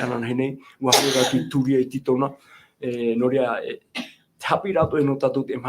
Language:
Tahitian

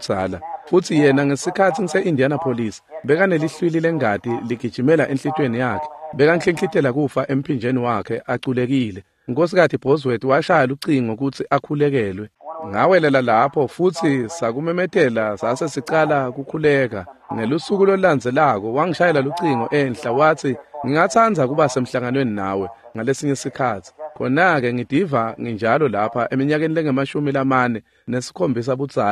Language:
Swati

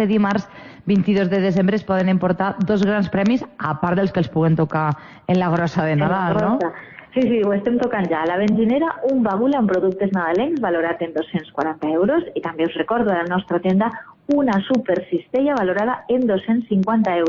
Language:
Catalan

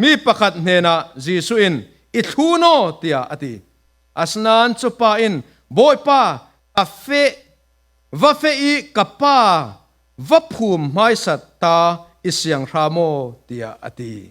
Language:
Falam Chin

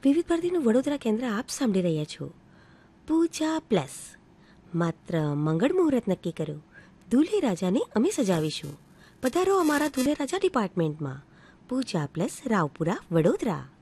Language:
Gujarati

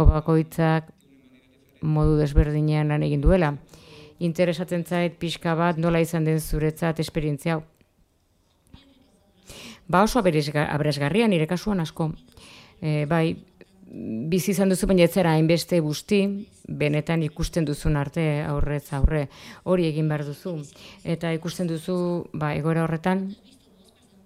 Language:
Basque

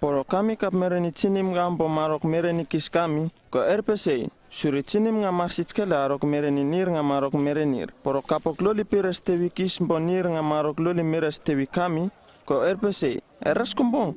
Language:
Uripiv-Wala-Rano-Atchin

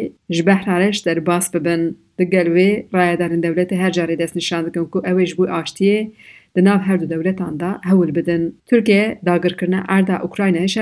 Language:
Kurdish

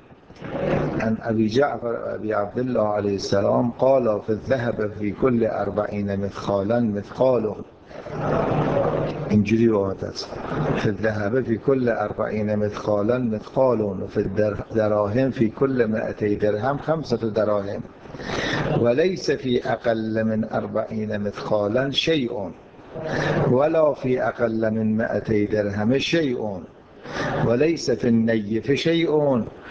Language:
Persian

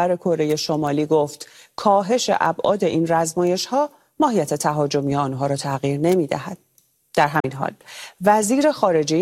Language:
Persian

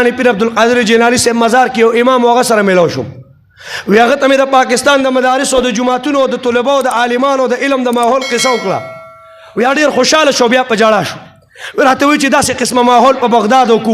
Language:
Pashto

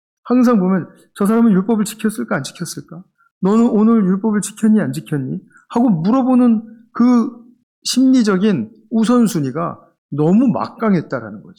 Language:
Korean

